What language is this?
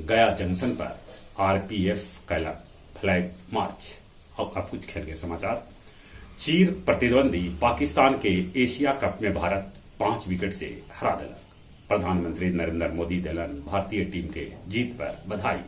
Magahi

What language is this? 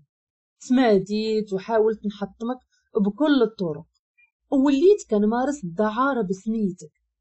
Moroccan Arabic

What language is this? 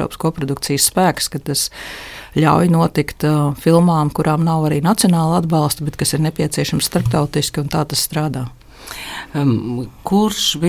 Latvian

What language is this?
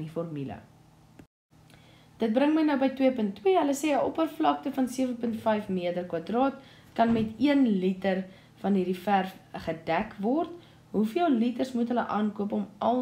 Afrikaans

